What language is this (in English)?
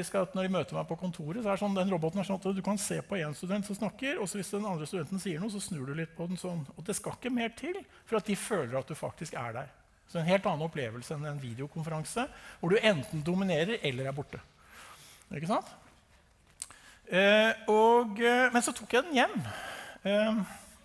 Norwegian